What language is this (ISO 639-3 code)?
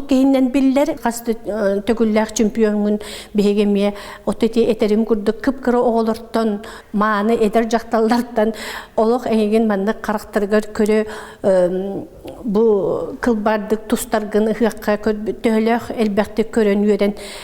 sah